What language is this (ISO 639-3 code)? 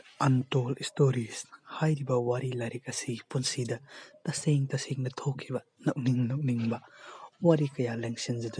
mni